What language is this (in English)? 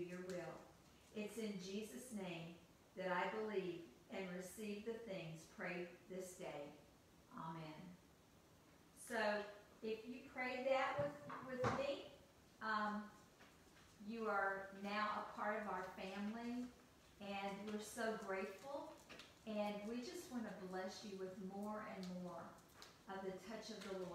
English